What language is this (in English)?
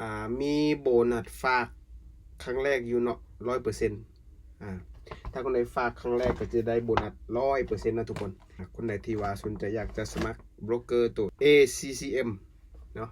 Lao